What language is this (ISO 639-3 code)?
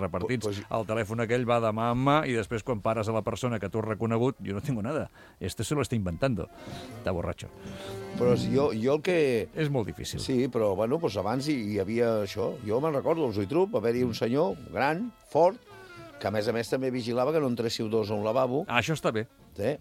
cat